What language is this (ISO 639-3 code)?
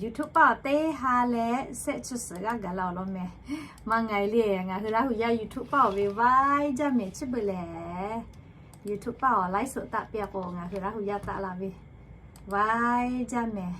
lhu